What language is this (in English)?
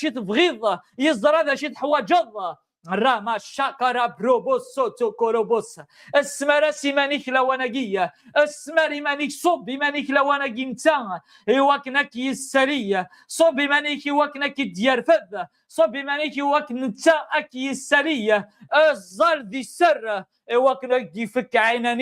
Kabyle